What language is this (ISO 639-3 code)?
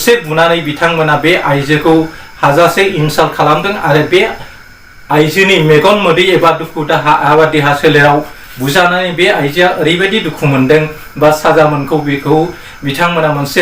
brx